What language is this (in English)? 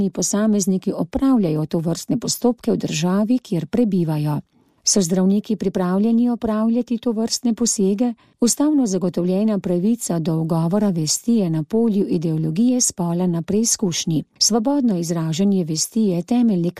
Slovenian